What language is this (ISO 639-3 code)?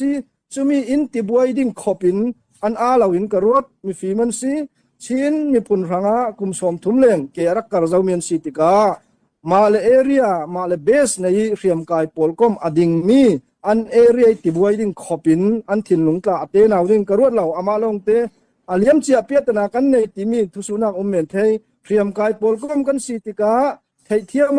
cfm